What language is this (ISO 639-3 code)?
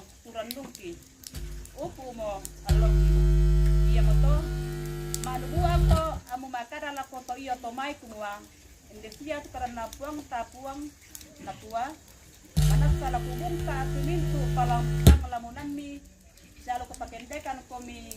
sda